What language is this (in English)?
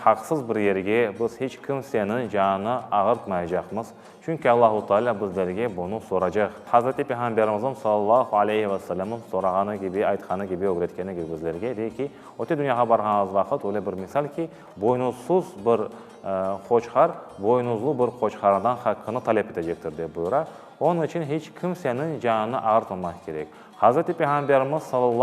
Crimean Tatar